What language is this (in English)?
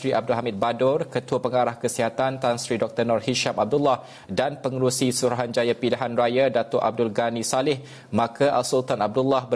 Malay